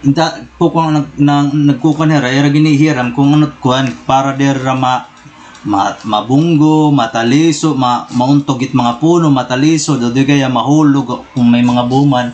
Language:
Waray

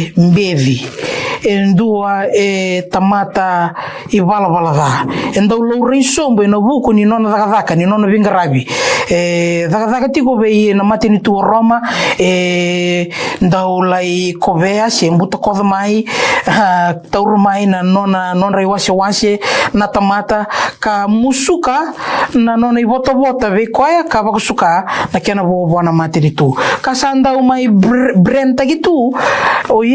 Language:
Fijian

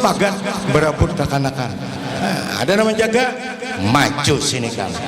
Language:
Banjar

